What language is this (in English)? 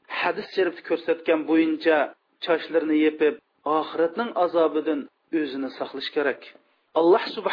Uyghur